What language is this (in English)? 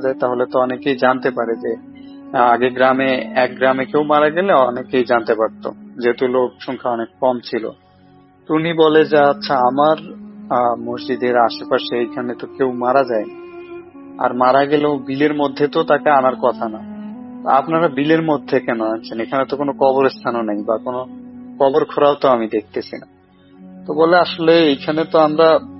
Bangla